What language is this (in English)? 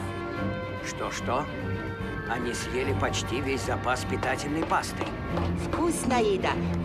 Russian